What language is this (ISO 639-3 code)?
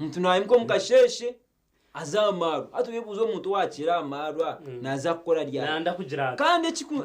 nyn